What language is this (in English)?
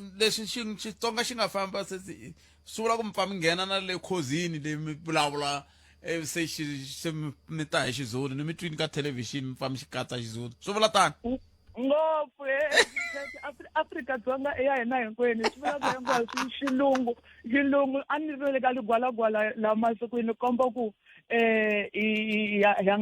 Tsonga